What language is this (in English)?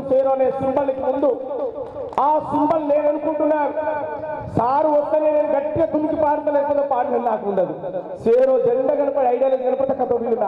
Telugu